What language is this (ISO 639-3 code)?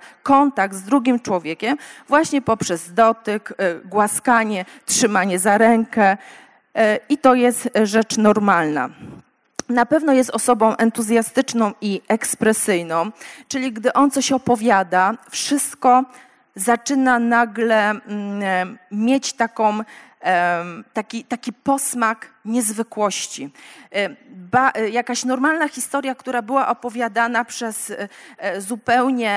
pol